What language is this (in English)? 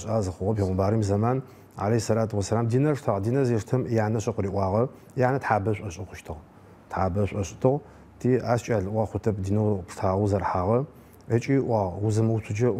Adyghe